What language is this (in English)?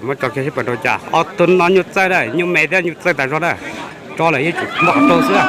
Hmong